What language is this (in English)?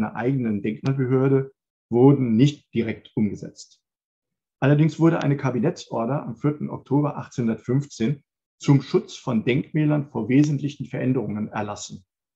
German